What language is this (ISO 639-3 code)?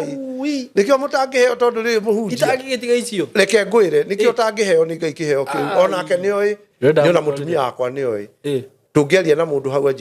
kik